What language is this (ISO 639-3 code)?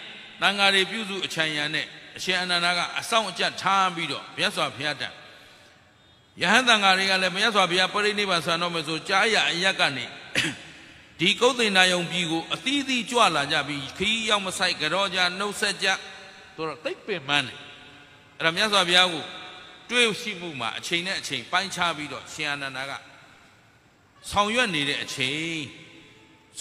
mya